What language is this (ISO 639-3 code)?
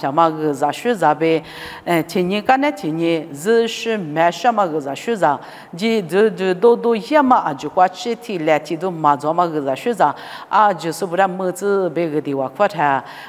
lis